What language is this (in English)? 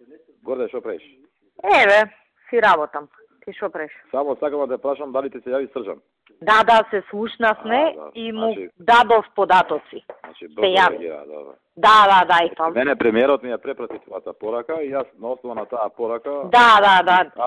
Macedonian